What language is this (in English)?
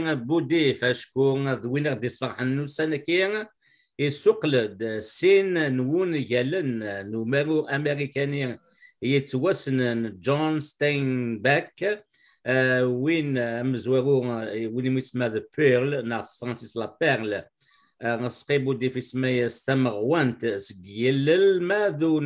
Kabyle